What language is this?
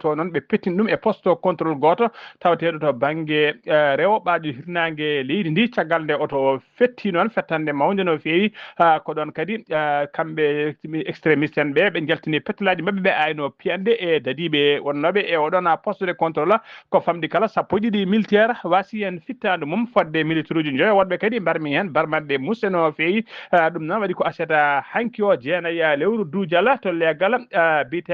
Fula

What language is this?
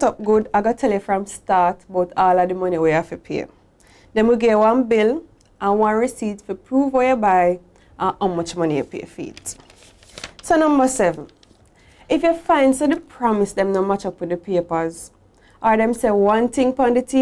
Jamaican Creole English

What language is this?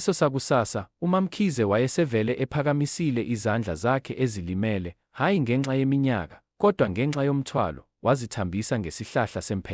Zulu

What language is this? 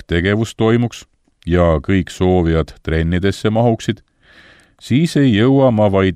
Estonian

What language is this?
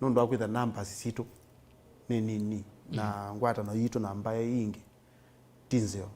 Kamba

